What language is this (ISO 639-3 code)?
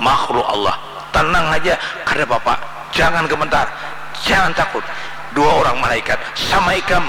bjn